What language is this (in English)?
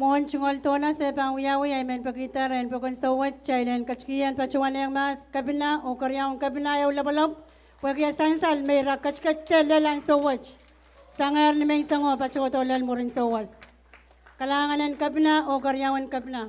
Pohnpeian